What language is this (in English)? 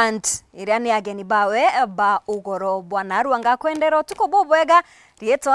Meru